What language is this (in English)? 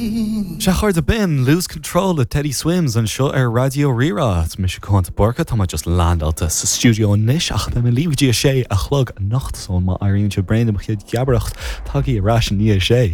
Irish